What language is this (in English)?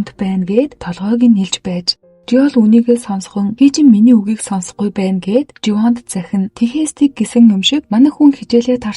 Mongolian